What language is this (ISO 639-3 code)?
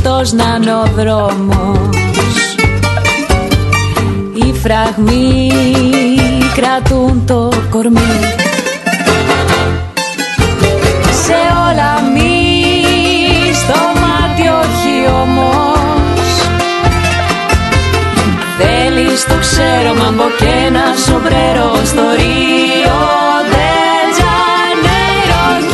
ell